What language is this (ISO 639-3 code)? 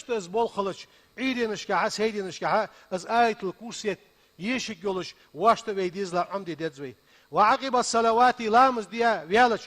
inh